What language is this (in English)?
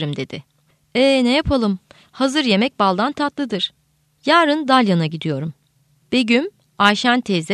Turkish